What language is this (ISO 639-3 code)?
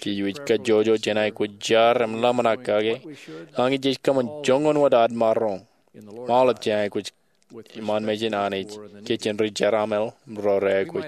mah